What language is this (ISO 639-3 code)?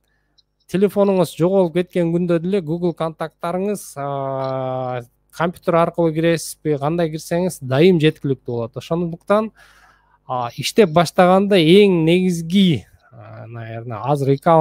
kir